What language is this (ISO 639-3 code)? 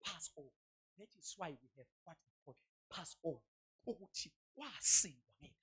zul